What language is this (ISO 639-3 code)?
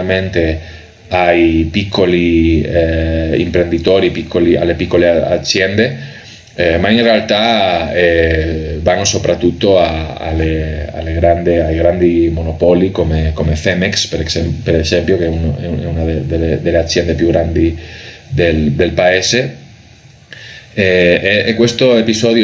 ita